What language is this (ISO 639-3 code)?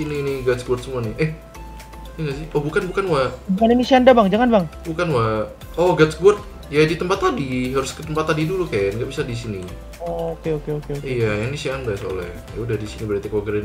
ind